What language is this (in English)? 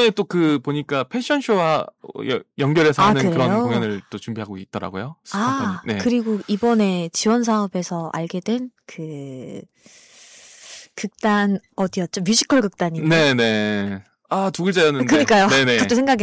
Korean